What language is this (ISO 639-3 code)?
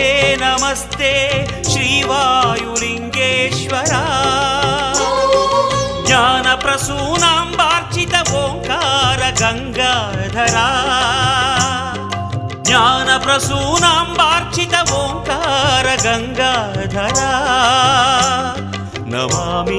tel